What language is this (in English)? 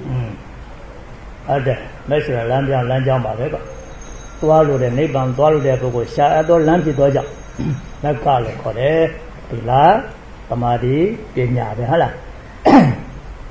Burmese